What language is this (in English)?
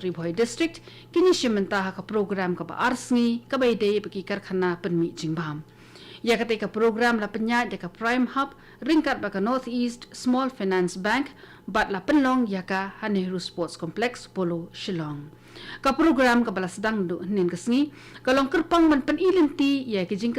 Khasi